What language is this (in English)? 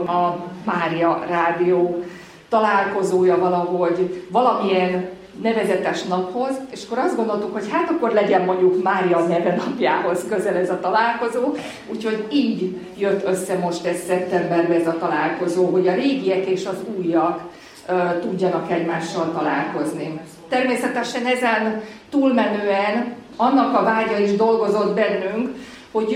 Hungarian